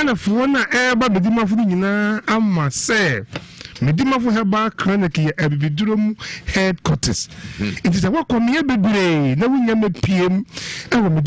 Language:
Akan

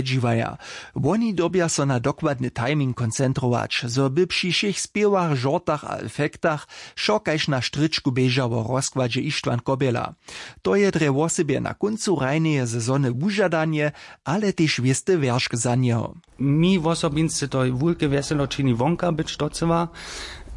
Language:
Upper Sorbian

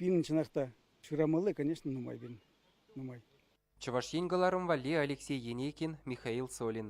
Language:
Chuvash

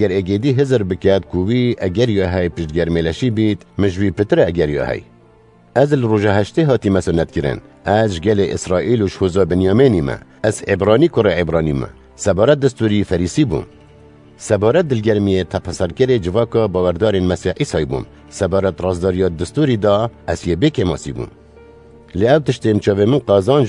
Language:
Kurdish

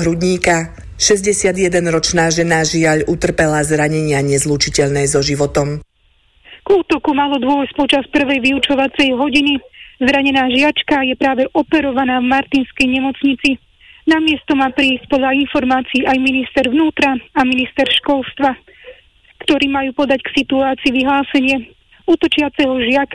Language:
Slovak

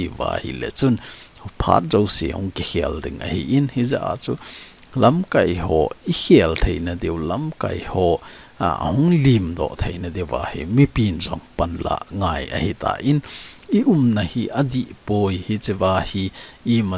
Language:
Thado Chin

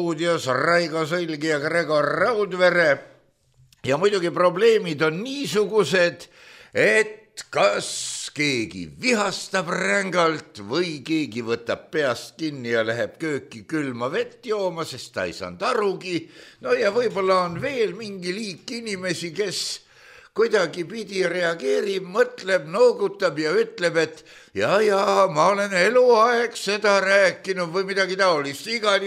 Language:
Estonian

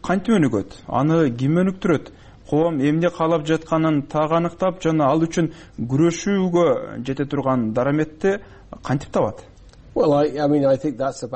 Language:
Kyrgyz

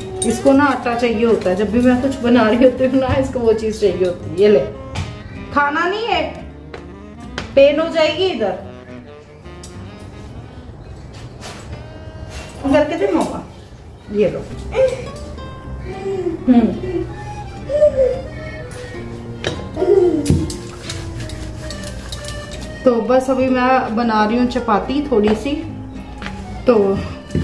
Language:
Hindi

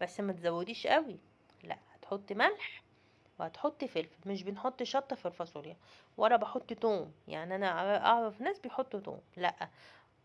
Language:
Egyptian Arabic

